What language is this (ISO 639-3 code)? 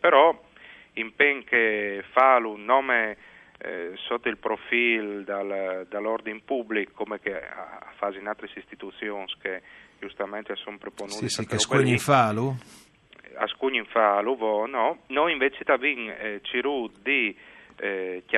fur